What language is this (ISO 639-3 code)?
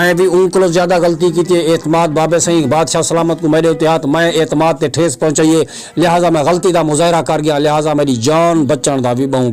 skr